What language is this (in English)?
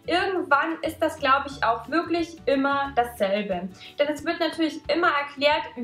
German